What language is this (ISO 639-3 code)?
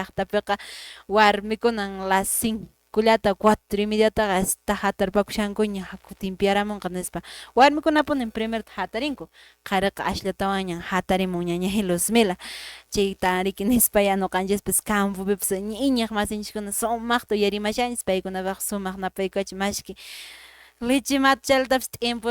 que